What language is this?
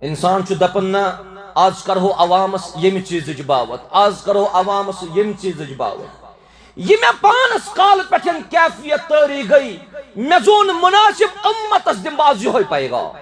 Kashmiri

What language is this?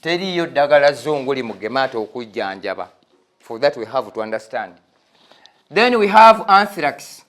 Ganda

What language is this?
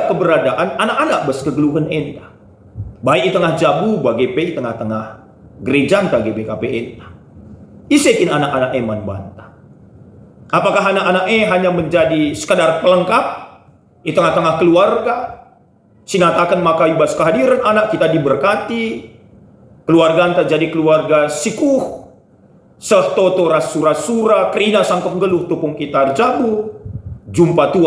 Batak Karo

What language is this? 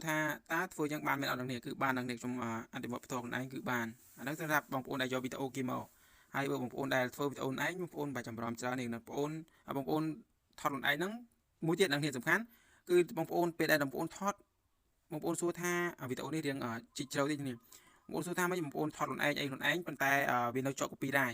Khmer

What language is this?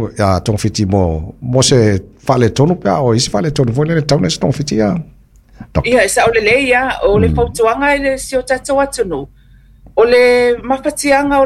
Samoan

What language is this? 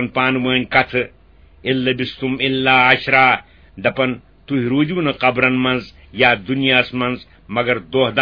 Kashmiri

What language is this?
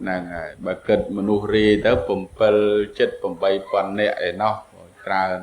Khmer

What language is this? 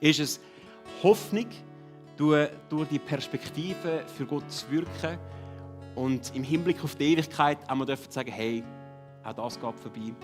Swiss German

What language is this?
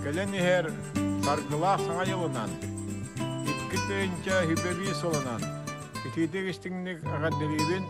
Yakut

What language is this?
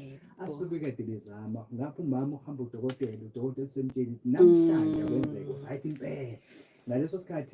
Zulu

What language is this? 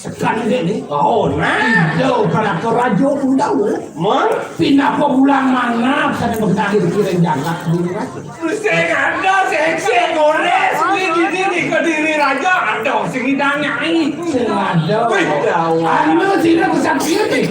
Balinese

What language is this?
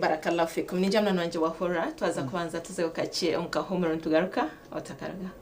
Nyankole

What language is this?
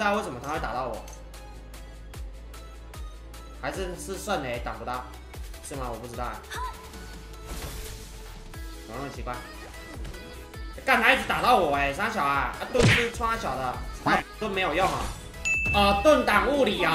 Chinese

